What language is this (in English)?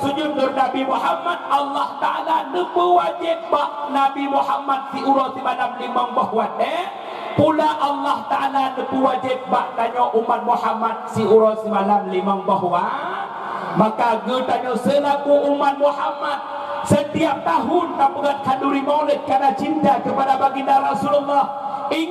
Achinese